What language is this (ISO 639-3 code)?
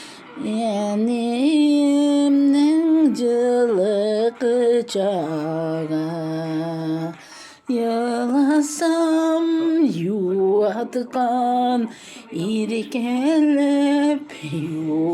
tat